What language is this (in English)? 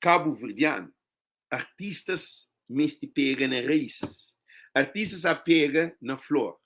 Kabuverdianu